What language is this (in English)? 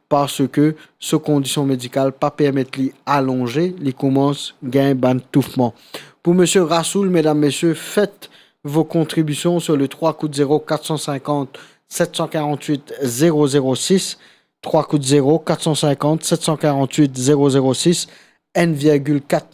Morisyen